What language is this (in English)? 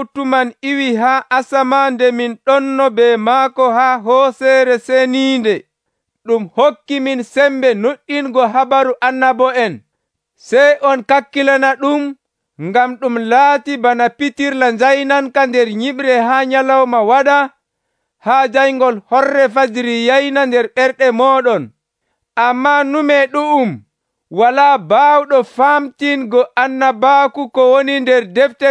Nigerian Fulfulde